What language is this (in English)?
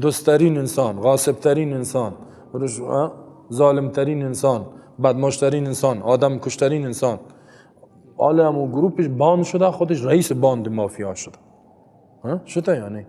Persian